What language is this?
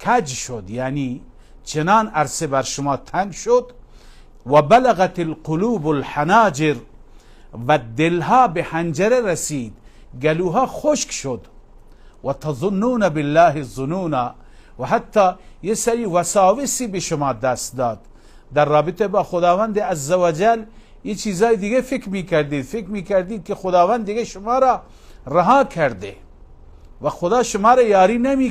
Persian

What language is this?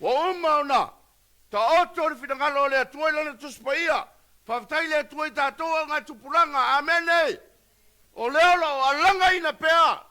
Samoan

